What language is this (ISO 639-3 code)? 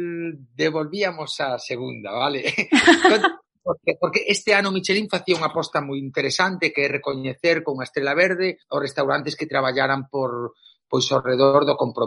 glg